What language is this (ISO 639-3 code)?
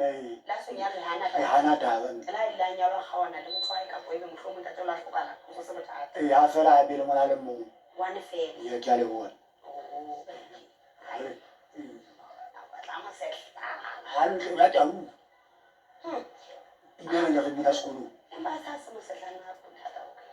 sot